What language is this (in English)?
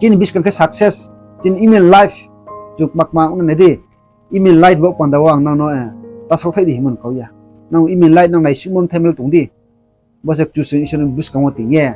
Riang (India)